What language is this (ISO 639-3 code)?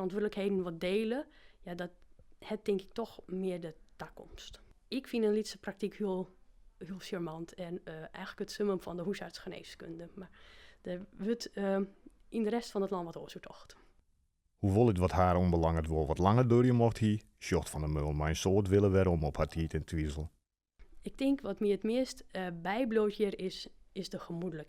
fry